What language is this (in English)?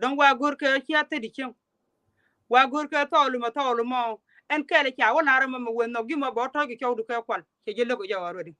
Nuer